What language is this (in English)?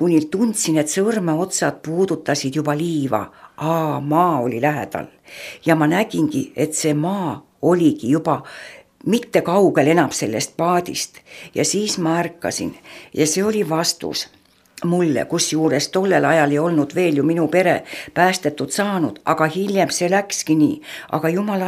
Estonian